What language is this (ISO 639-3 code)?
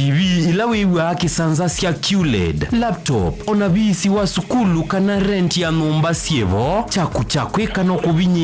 kam